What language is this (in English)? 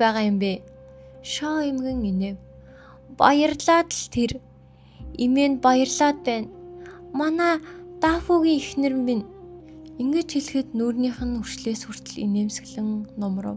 Mongolian